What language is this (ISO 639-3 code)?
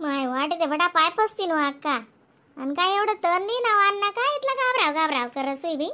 khn